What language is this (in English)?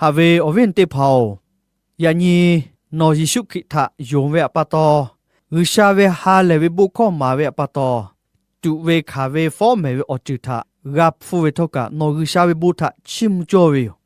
Lahu